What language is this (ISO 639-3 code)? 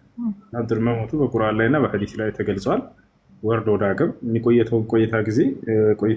amh